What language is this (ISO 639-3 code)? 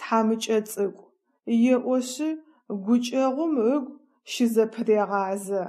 ady